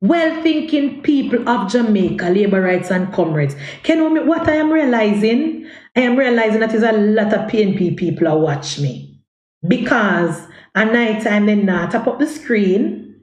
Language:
Jamaican Creole English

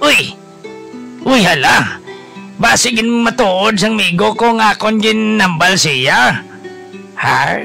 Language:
Hiligaynon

